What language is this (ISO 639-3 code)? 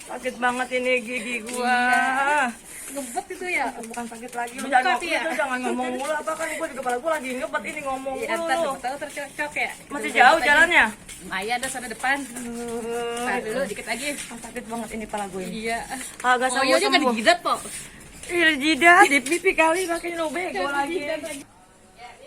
bew